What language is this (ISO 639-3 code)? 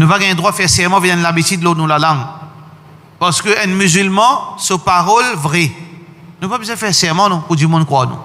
mfe